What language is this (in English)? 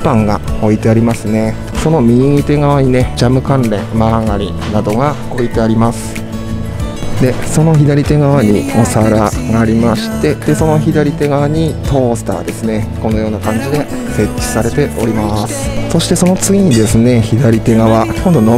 Japanese